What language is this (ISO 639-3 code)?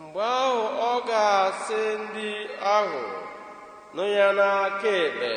ibo